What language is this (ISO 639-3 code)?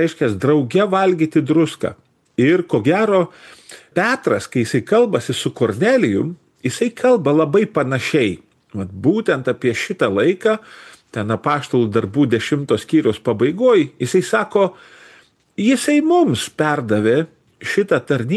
lit